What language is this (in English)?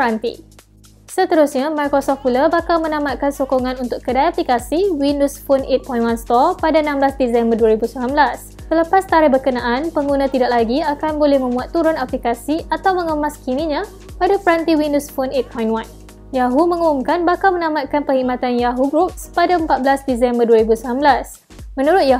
Malay